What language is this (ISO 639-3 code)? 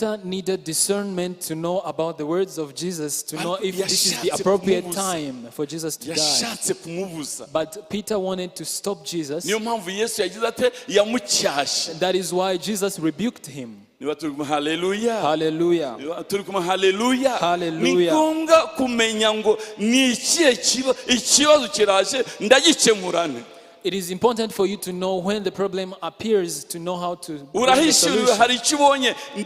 kin